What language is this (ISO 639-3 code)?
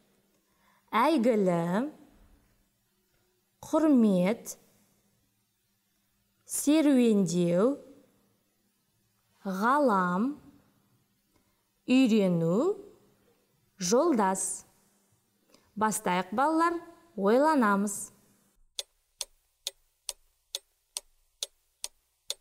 kaz